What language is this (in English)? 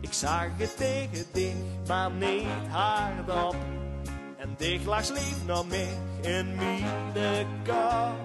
Limburgish